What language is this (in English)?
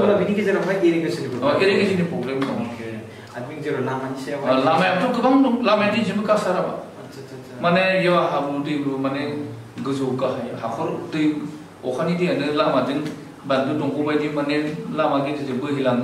Bodo